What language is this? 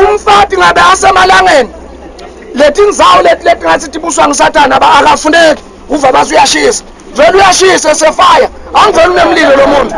Swati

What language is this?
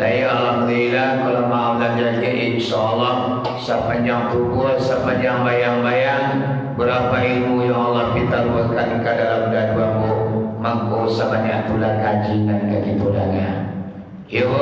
Minangkabau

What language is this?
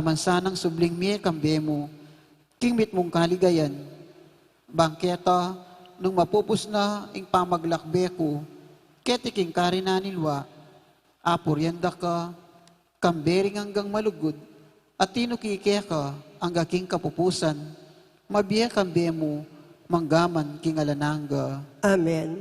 Pampanga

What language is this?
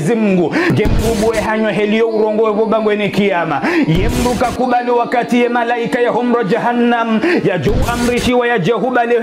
Ngazidja Comorian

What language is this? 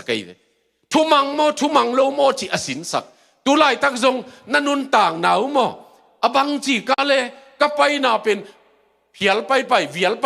Tedim Chin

